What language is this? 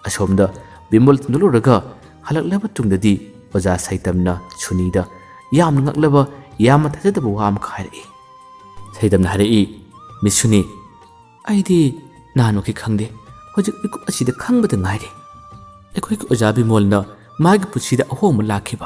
Manipuri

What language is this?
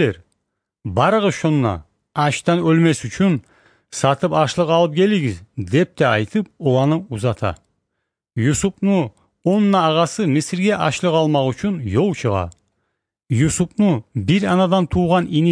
Kyrgyz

